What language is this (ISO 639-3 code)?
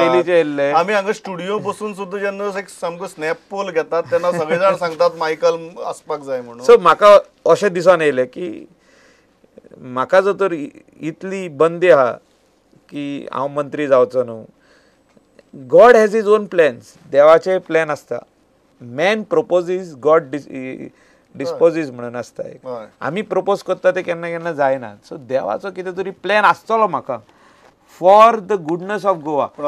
kok